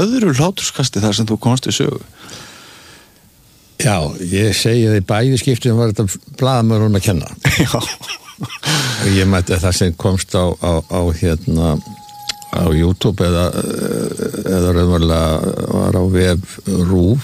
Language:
Icelandic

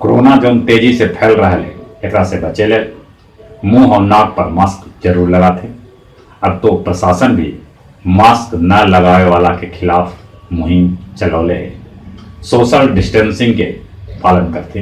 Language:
Magahi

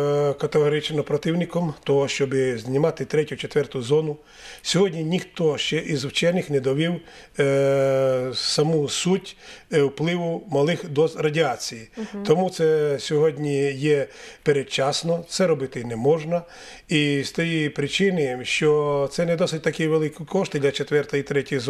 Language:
Ukrainian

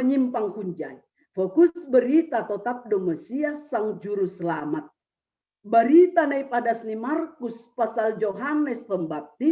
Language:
Batak Simalungun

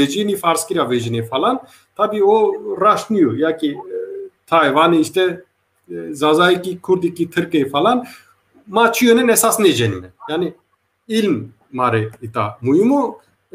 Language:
Zaza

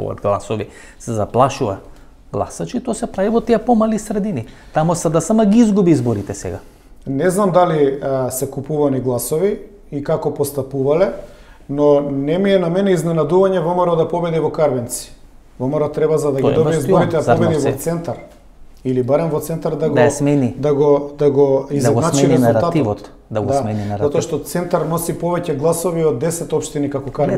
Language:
Macedonian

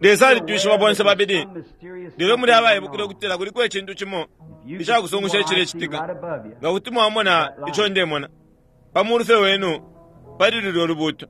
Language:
Bemba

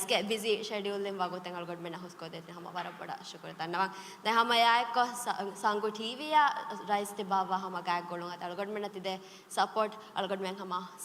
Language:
Divehi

